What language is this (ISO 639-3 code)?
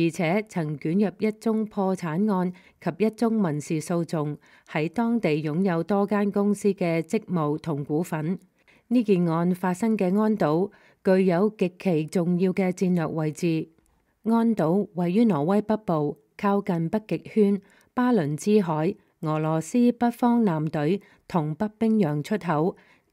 yue